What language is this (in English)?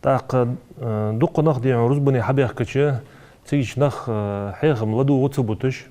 Ingush